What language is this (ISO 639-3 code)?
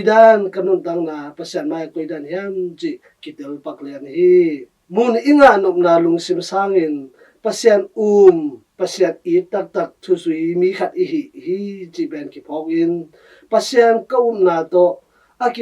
ctd